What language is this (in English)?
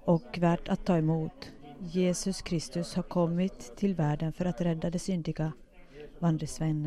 Swedish